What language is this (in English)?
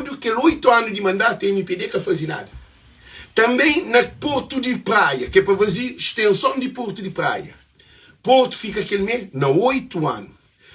Kabuverdianu